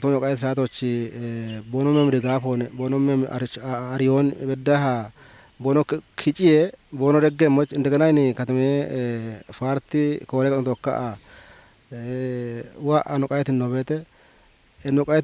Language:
Kafa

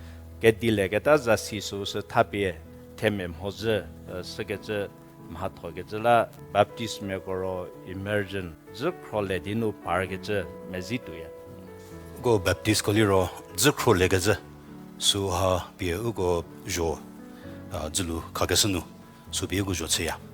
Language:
Angami Naga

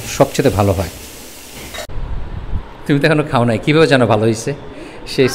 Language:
Bangla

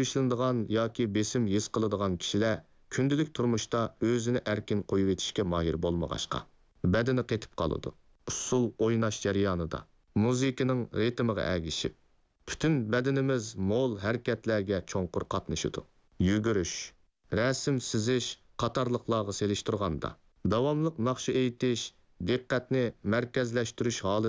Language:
Uyghur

